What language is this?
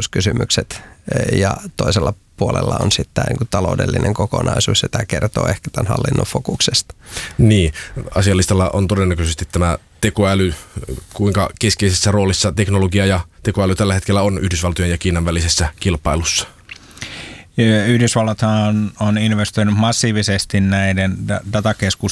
Finnish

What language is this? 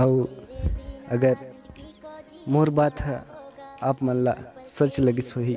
Chhattisgarhi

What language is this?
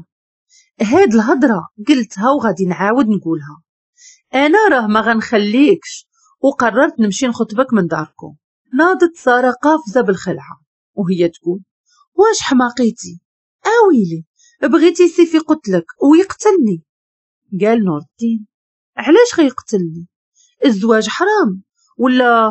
Moroccan Arabic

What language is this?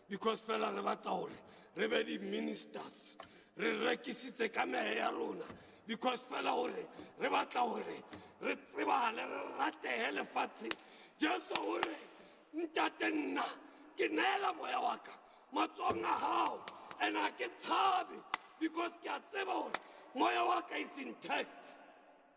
Southern Sotho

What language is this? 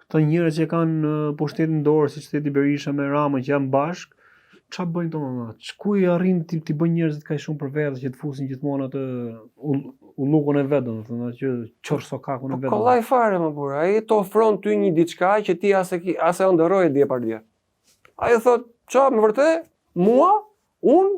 Albanian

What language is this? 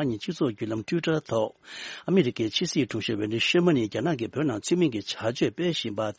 Tibetan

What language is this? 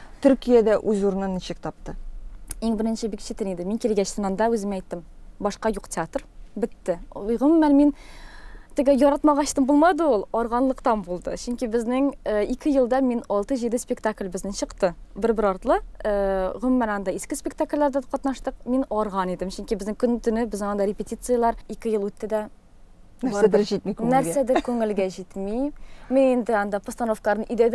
Tatar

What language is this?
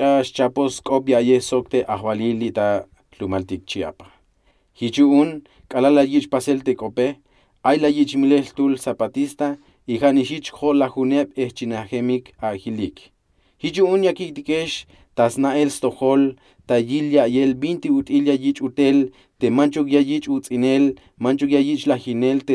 Tzeltal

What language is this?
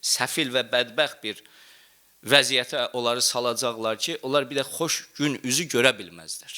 Azerbaijani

